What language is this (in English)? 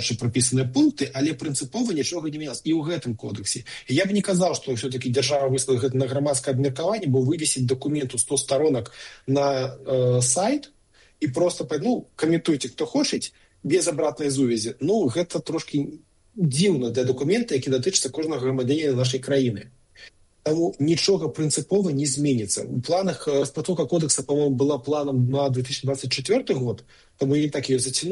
Belarusian